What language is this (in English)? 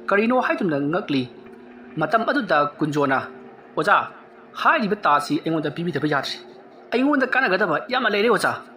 Manipuri